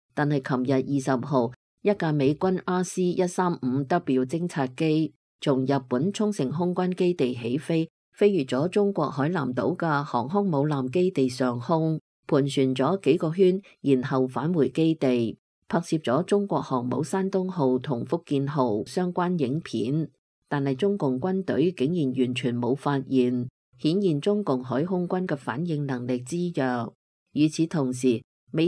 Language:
Cantonese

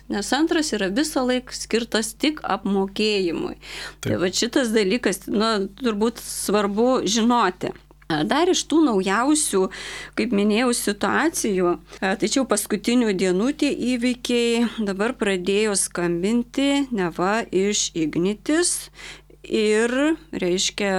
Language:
Lithuanian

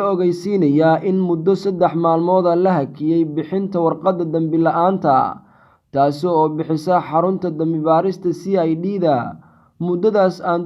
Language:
Somali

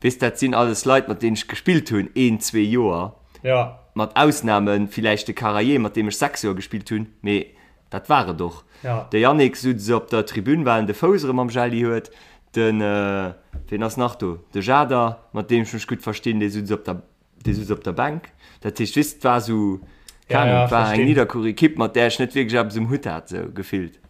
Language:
Luxembourgish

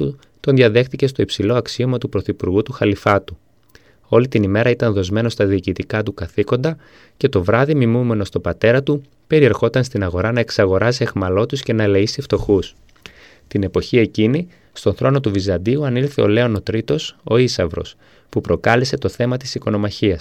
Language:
Greek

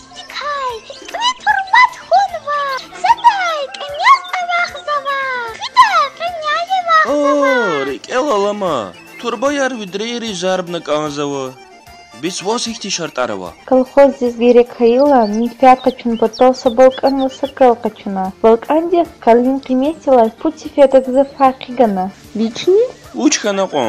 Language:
Lezghian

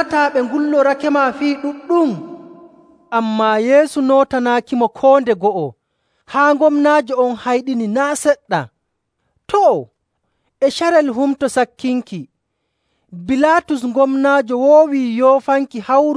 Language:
Nigerian Fulfulde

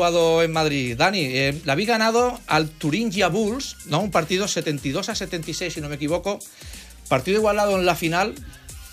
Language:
Spanish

